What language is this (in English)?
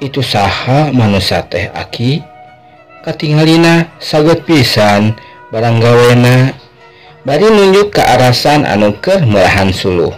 Sundanese